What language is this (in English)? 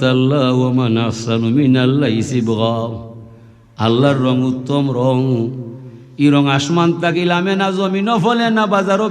Sylheti